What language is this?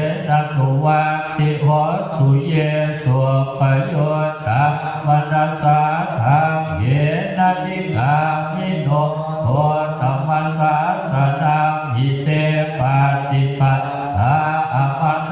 Pali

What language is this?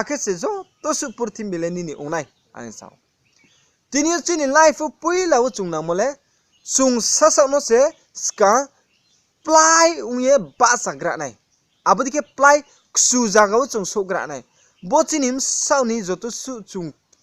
Riang (India)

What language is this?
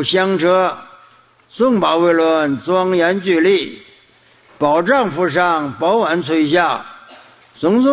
Chinese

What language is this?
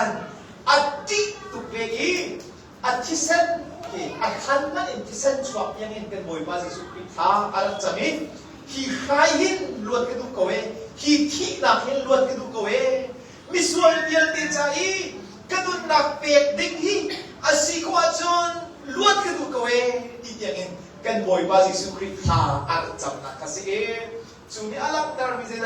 Hakha Chin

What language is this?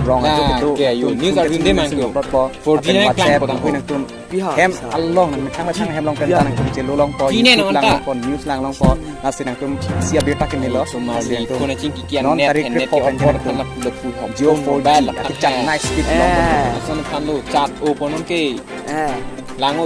Karbi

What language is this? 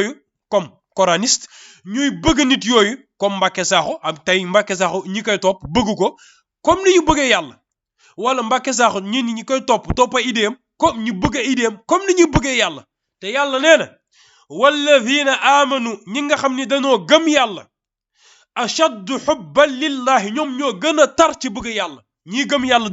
Wolof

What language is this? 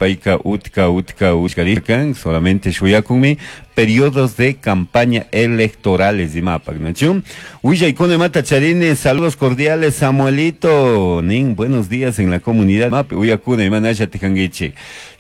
Chimborazo Highland Quichua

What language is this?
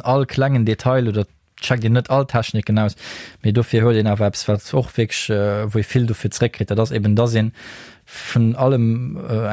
Luxembourgish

